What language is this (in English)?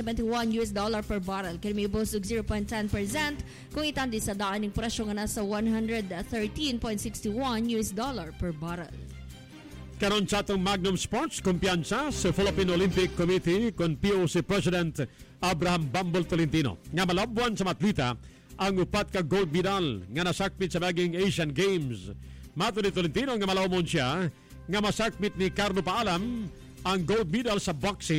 Cebuano